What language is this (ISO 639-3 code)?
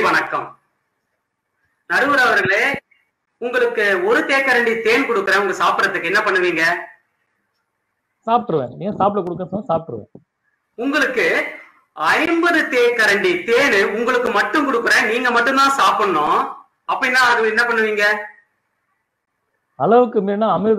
tam